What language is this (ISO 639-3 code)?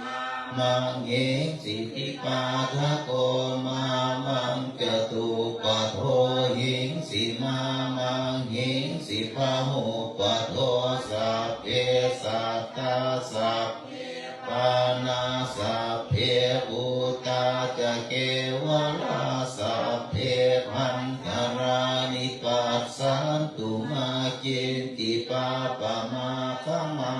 pli